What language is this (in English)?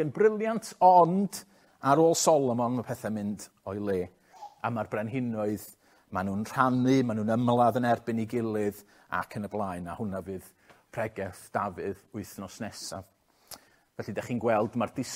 Welsh